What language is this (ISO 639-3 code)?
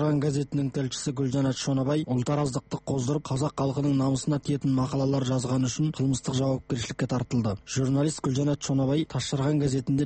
kaz